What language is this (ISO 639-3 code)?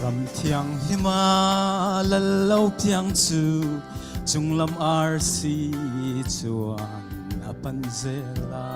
cnh